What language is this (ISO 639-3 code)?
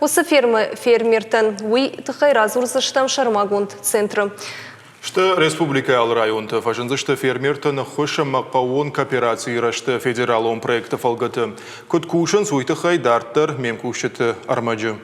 oss